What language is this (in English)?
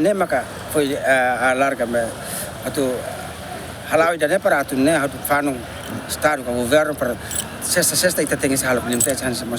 Tetum